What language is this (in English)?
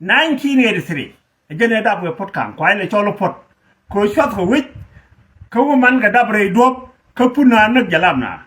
Nuer